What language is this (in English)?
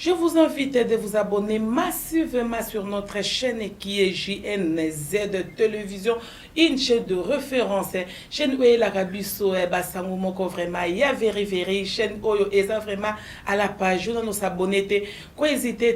Lingala